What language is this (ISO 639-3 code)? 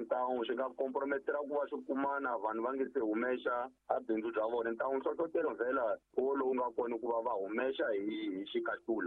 tso